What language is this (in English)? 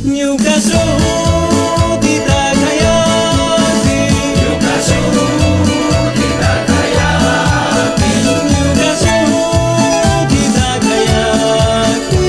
Chimborazo Highland Quichua